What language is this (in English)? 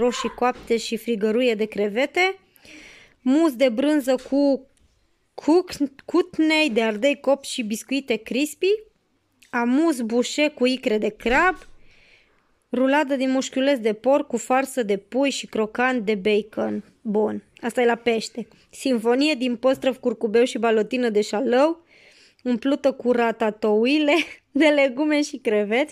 Romanian